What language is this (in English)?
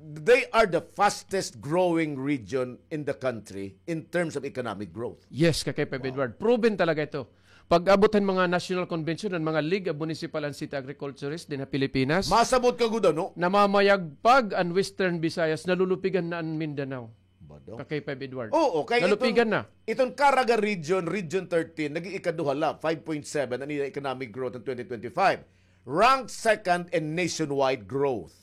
Waray